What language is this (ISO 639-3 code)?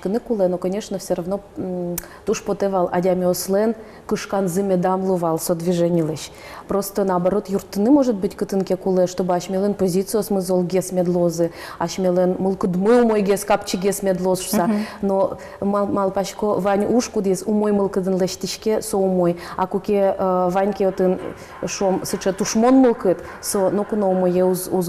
udm